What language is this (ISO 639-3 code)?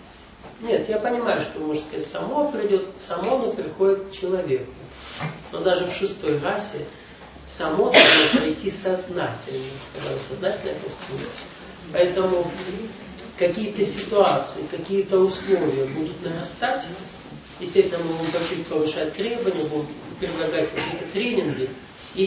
rus